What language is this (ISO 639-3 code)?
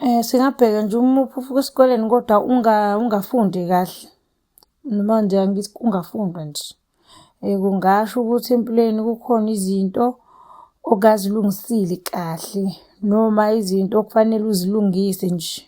zul